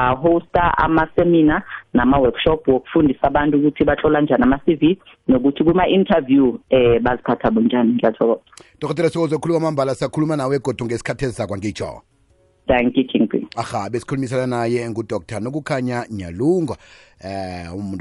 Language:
South Ndebele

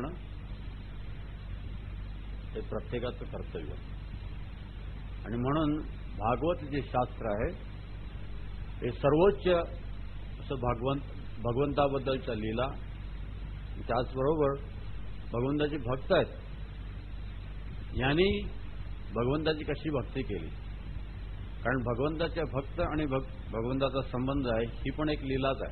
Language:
Marathi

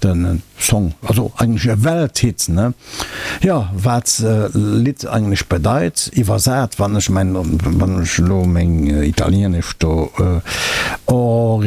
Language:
Luxembourgish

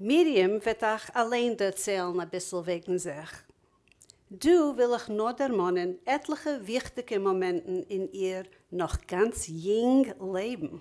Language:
Yiddish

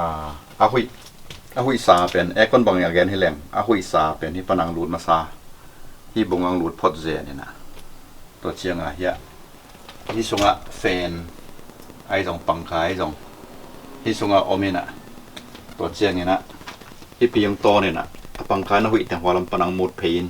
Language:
Tedim Chin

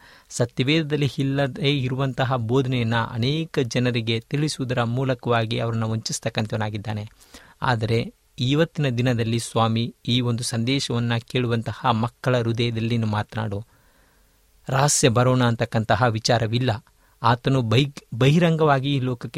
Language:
Kannada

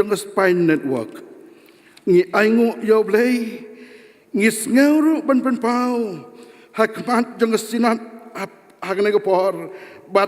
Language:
Khasi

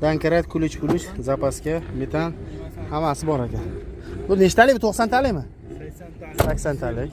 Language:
Uzbek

